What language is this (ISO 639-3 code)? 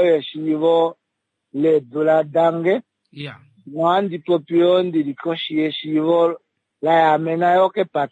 kua